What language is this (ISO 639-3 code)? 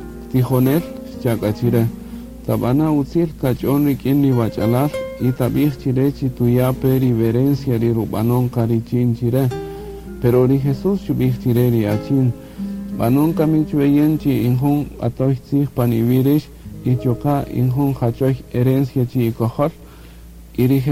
cak